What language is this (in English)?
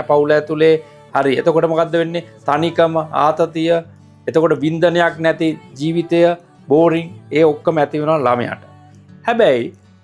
Sinhala